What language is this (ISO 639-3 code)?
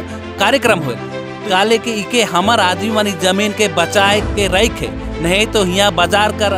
sck